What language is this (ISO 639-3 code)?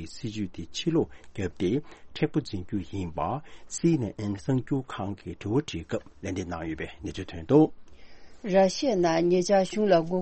bod